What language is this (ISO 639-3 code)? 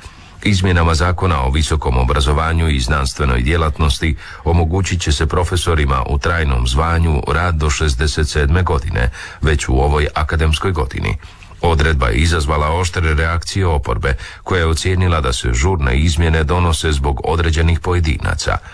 hrv